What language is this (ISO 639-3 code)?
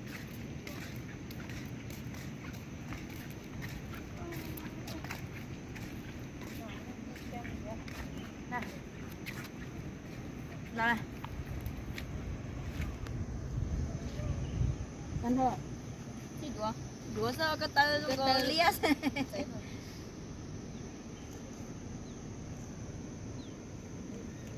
vie